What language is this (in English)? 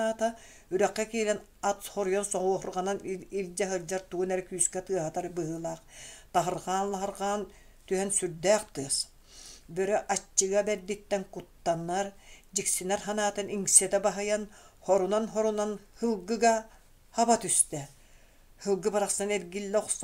Yakut